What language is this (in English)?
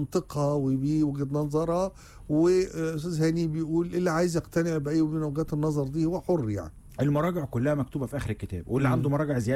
Egyptian Arabic